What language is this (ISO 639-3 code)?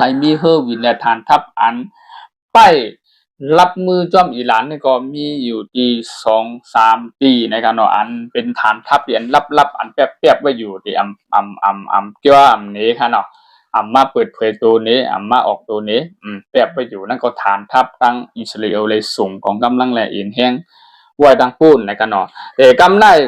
shn